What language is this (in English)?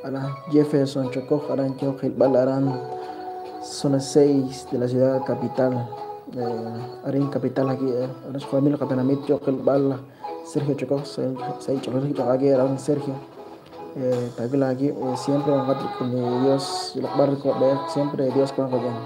Kekchí